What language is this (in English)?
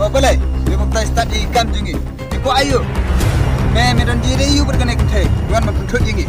Khasi